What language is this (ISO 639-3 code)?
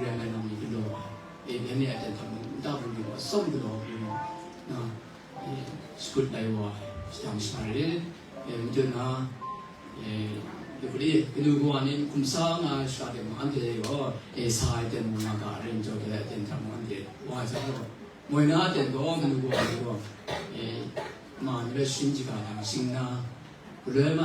kac